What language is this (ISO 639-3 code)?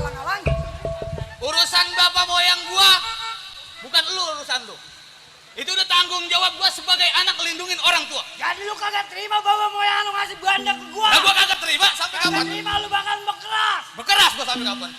bew